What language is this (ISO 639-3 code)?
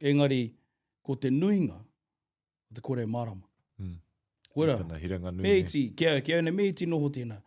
mri